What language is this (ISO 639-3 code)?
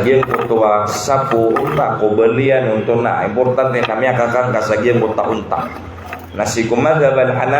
mrw